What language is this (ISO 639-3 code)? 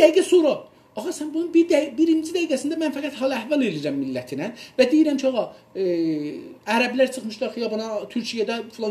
azb